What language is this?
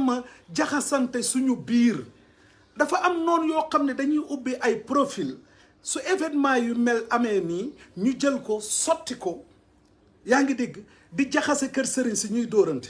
Wolof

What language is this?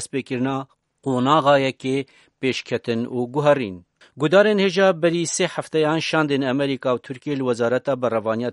Kurdish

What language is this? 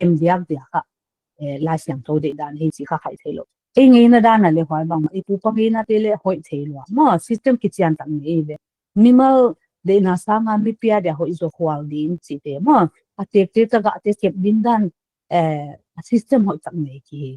Paite Chin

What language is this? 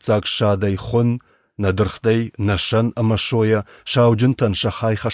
Ossetic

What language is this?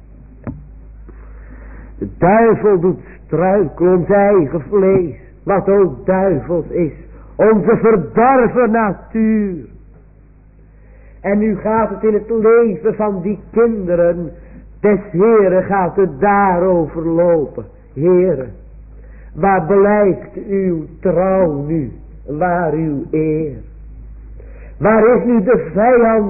Dutch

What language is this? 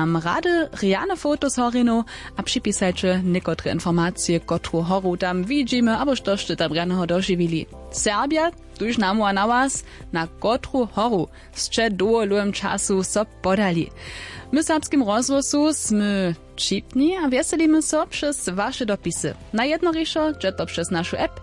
Upper Sorbian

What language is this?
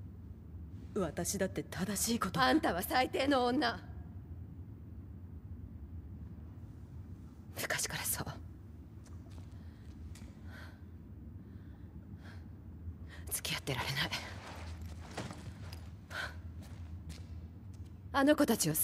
Japanese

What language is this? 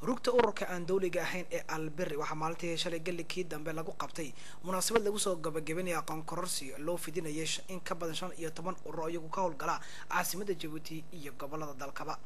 Somali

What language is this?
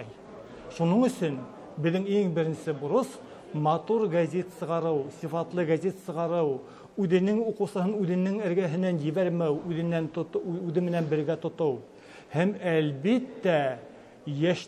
Bashkir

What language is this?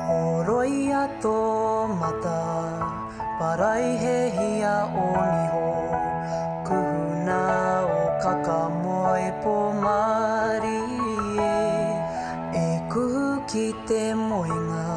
Māori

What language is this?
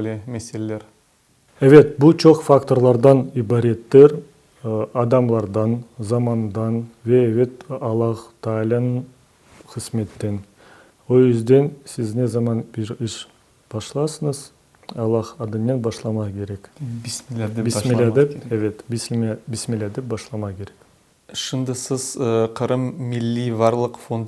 Crimean Tatar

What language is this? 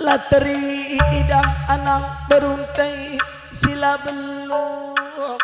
Batak Karo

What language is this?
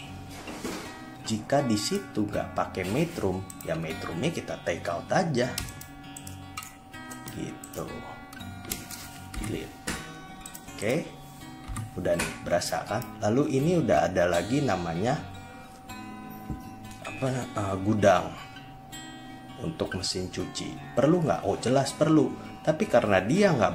Indonesian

